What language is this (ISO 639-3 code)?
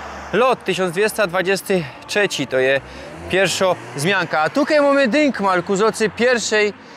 szl